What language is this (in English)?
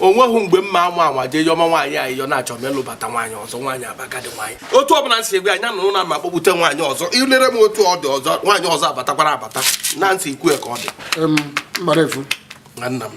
Igbo